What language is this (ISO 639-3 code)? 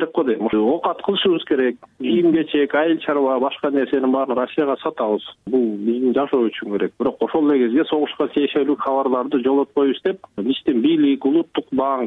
kir